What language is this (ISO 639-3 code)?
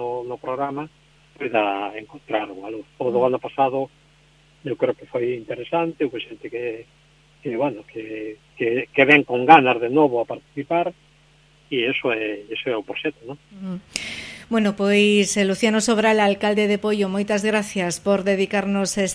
glg